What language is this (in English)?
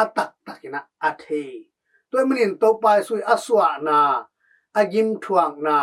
Tedim Chin